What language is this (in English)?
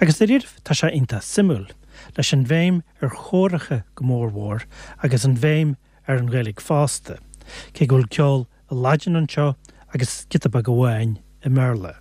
Irish